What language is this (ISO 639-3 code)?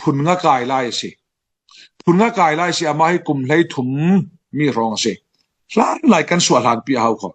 cfm